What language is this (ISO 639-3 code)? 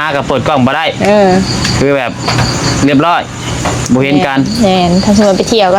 tts